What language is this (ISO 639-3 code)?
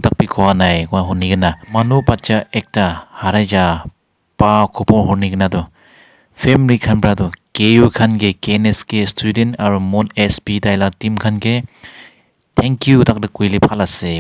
nag